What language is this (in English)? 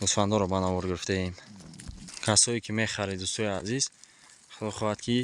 Tajik